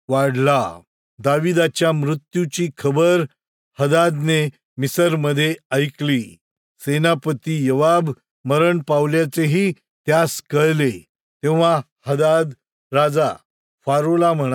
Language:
Marathi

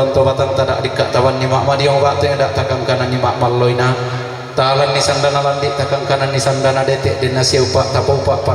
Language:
Toraja-Sa'dan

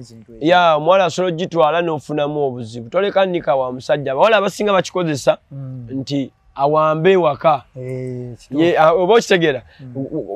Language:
Ganda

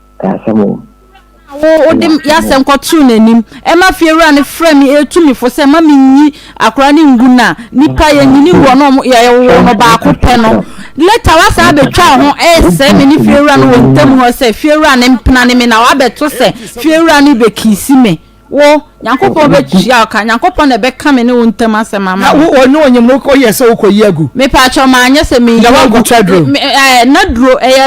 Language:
Akan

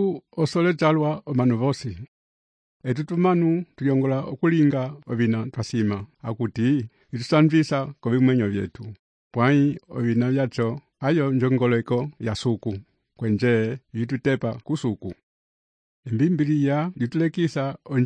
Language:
Umbundu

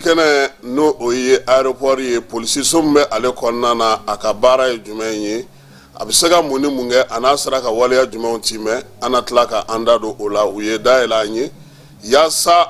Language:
Bambara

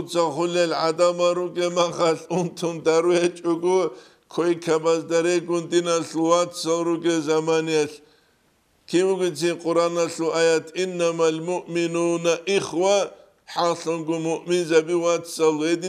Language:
Avaric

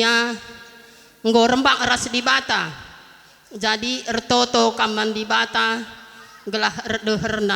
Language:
Batak Karo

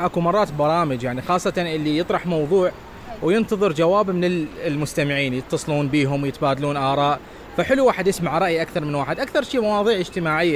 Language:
Mesopotamian Arabic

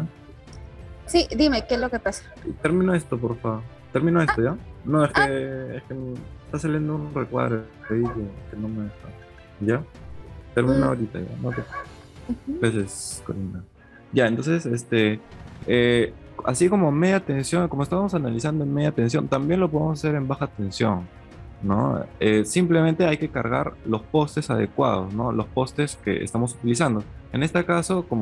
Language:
Spanish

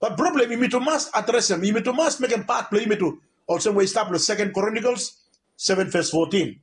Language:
Bislama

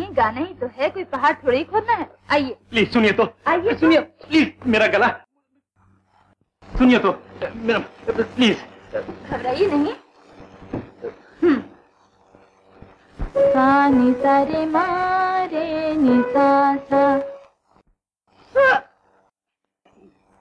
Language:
Hindi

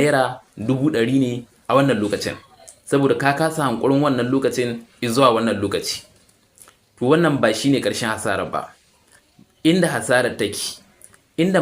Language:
Hausa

